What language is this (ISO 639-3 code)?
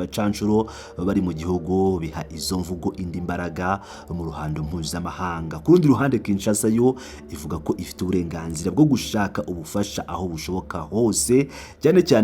kin